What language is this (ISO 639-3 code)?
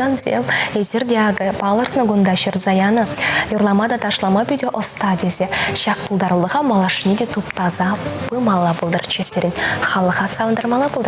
chv